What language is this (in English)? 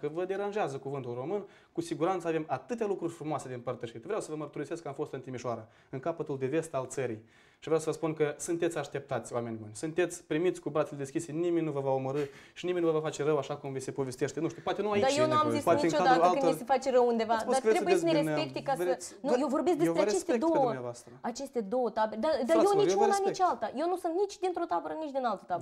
Romanian